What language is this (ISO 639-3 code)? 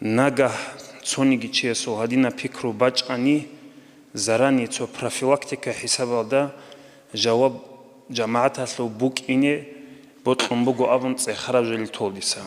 ava